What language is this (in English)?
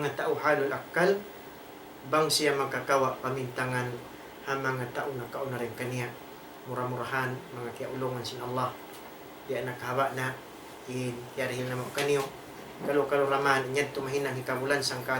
Tausug